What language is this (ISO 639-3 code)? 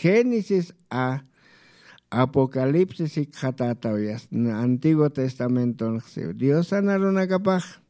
aym